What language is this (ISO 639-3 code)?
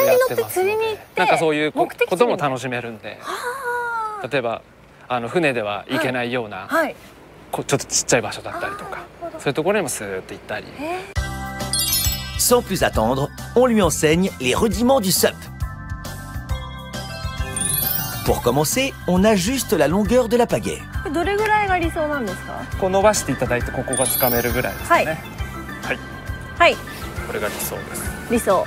jpn